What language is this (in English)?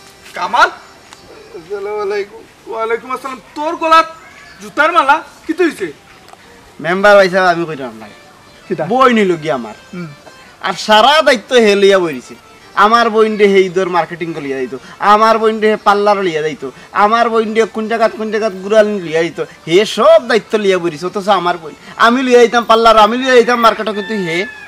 Sylheti